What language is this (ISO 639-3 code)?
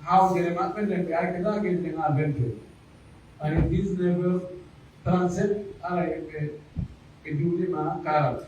fuf